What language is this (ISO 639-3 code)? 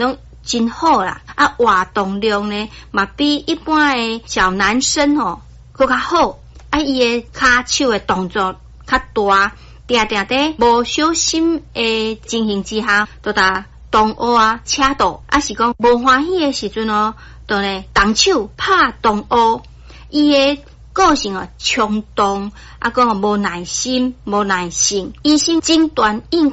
nan